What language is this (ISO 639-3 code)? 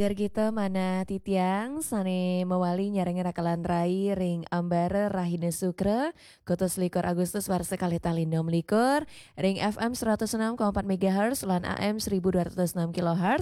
ban